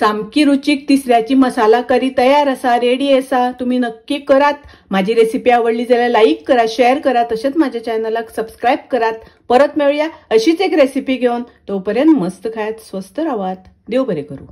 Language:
Konkani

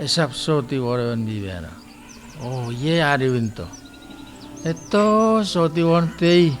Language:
Chuukese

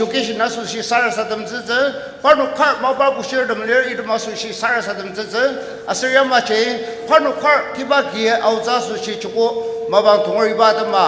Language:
Ao Naga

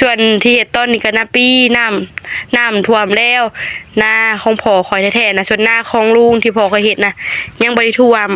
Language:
Northeastern Thai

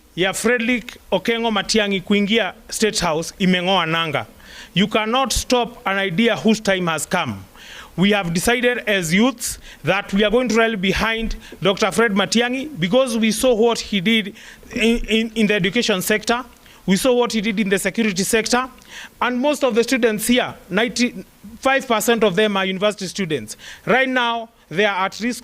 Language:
Gusii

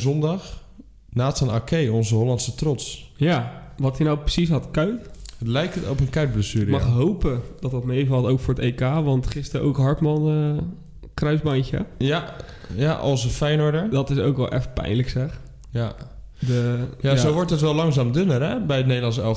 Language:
Dutch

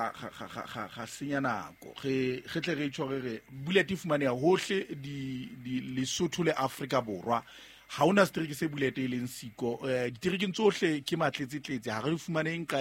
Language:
Southern Sotho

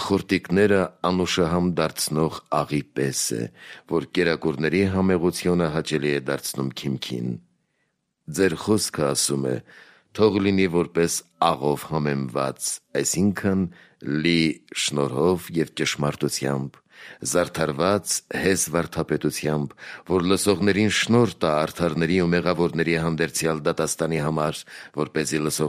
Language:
Armenian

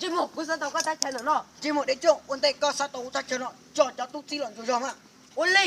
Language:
Hmong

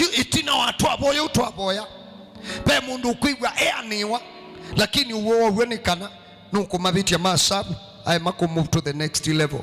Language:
Kamba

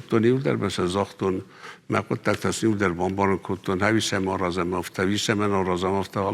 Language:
Ossetic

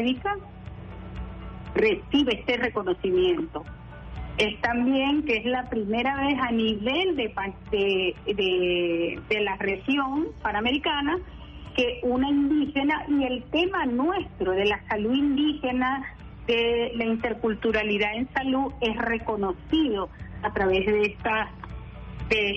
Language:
Spanish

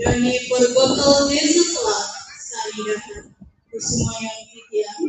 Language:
Balinese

